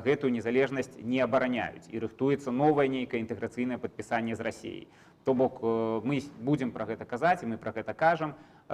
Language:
Belarusian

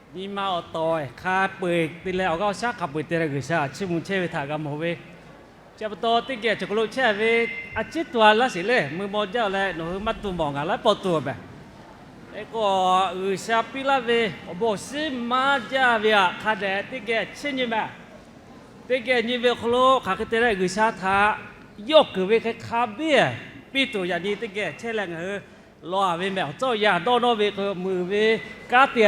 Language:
Lahu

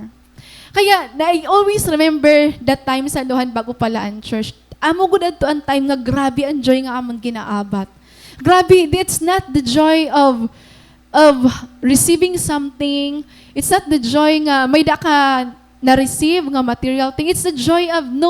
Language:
Waray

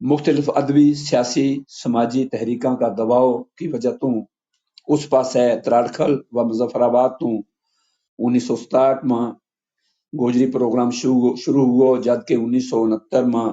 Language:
Gujari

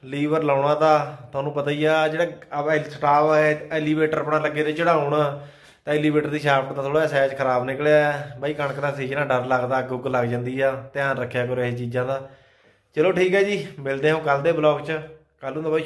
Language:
Punjabi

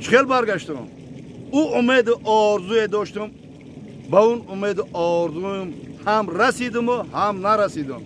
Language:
Tajik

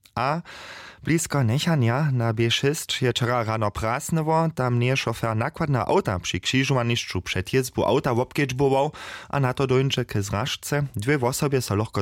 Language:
Upper Sorbian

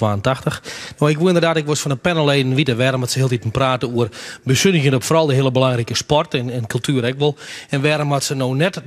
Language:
Western Frisian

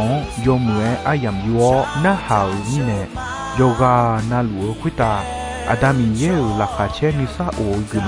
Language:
Akha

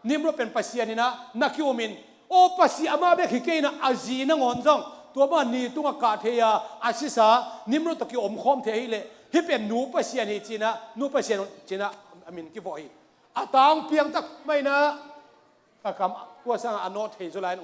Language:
Tedim Chin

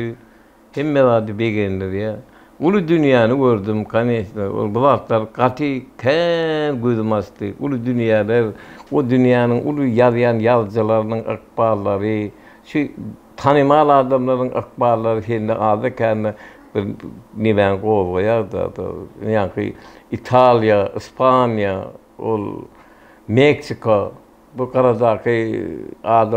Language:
Turkmen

